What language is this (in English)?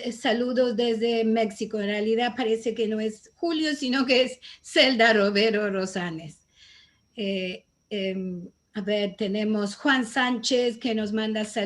Ladino